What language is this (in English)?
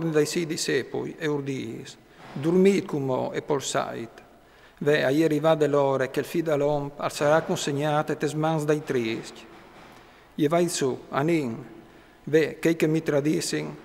Friulian